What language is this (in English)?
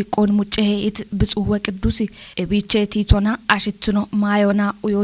Kafa